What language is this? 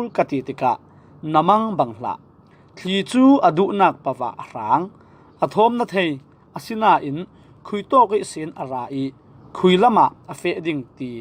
Falam Chin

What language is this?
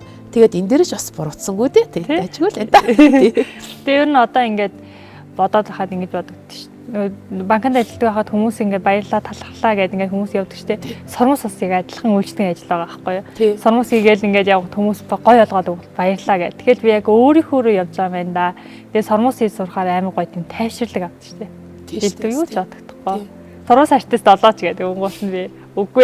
Mongolian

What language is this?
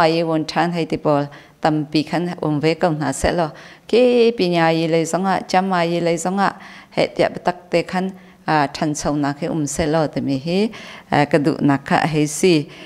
Hakha Chin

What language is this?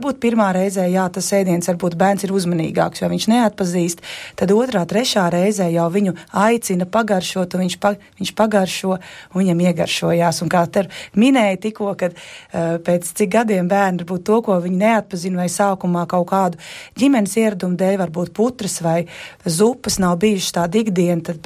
Latvian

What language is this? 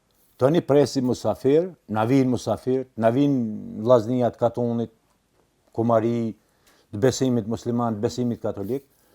Albanian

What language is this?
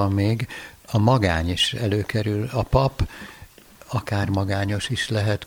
Hungarian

